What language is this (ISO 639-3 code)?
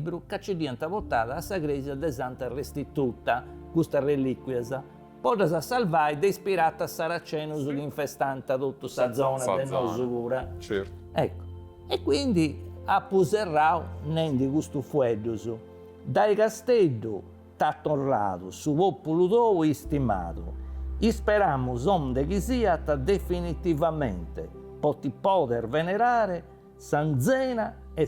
srd